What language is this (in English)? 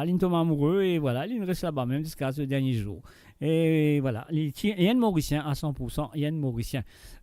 Morisyen